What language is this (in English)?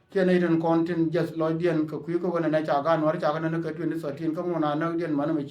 Nuer